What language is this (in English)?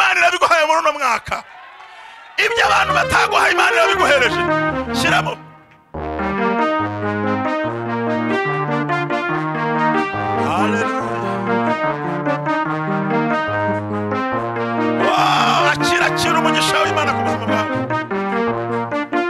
Kinyarwanda